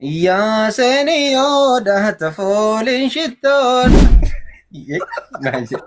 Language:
Oromo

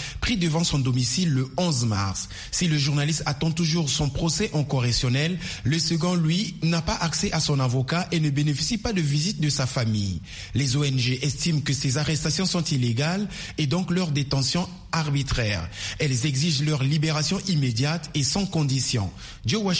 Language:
French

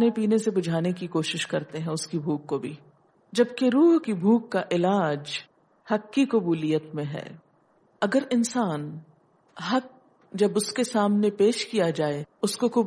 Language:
Urdu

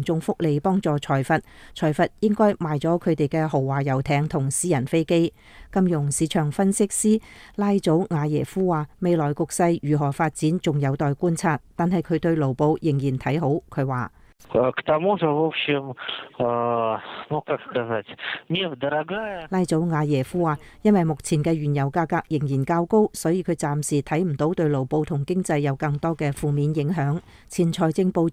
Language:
Cantonese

